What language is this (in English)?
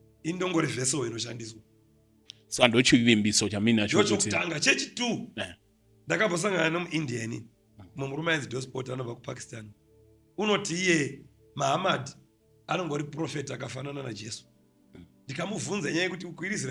Shona